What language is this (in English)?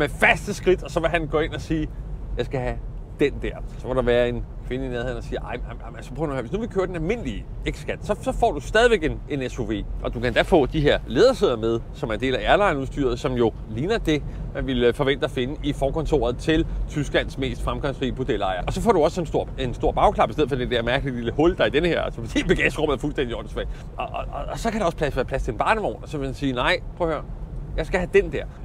Danish